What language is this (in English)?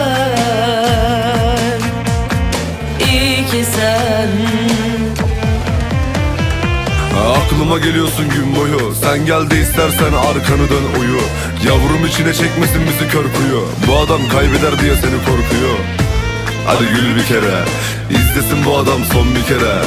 Turkish